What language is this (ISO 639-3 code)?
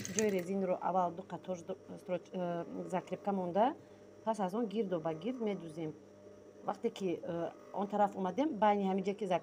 tgk